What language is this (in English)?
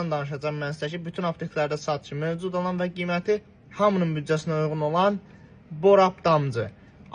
Azerbaijani